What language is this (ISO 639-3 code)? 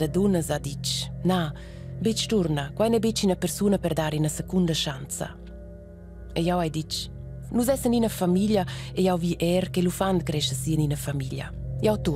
roh